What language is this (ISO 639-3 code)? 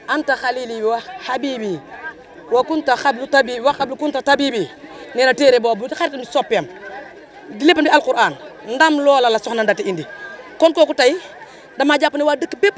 wol